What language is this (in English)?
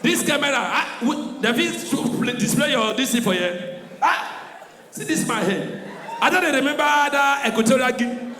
Nigerian Pidgin